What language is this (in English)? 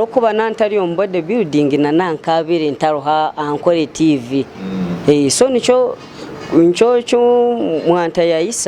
Nyankole